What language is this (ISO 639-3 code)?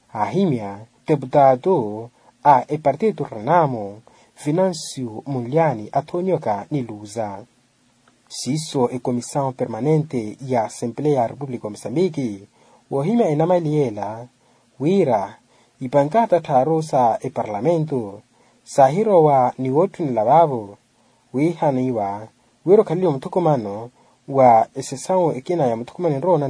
vmw